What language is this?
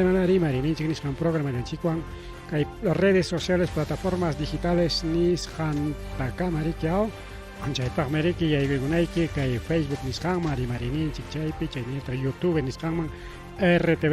Ayacucho Quechua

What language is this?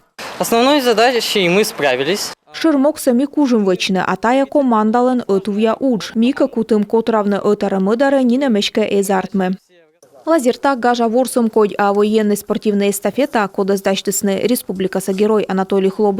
Komi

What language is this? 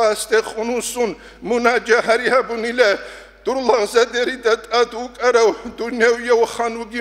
Avaric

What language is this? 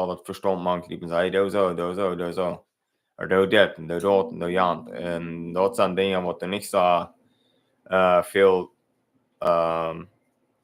Plautdietsch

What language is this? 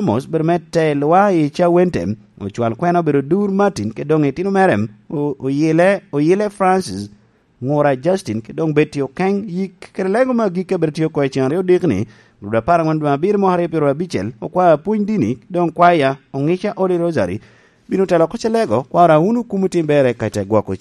Lango (Uganda)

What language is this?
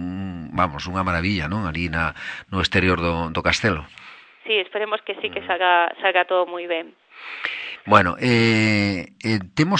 Galician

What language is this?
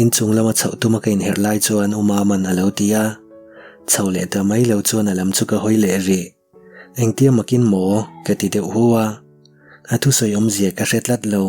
Mizo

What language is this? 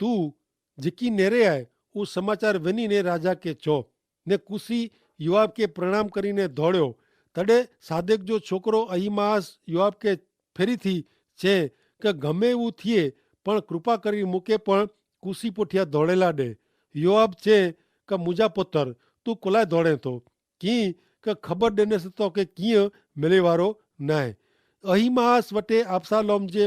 Kachhi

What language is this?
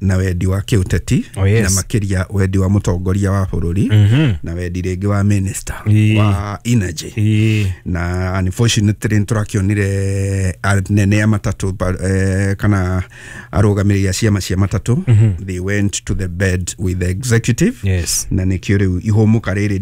Kikuyu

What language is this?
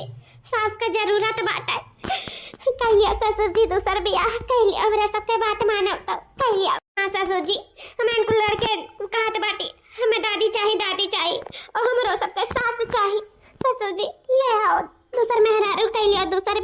Awadhi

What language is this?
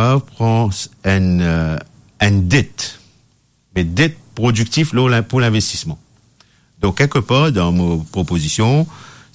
Morisyen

